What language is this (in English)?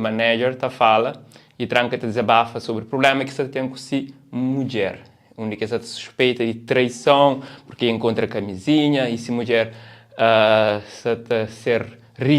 Kabuverdianu